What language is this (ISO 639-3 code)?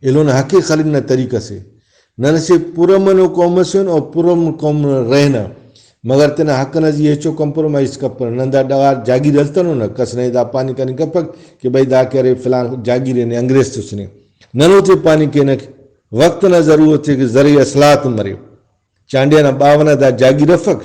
brh